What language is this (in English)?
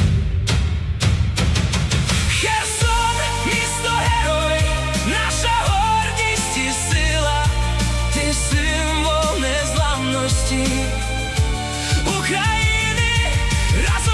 Ukrainian